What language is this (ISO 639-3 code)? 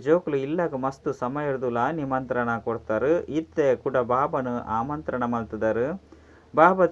tcy